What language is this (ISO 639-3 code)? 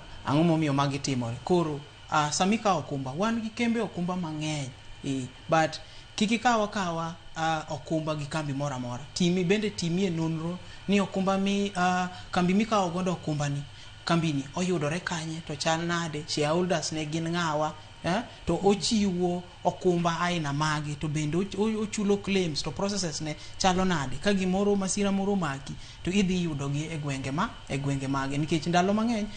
luo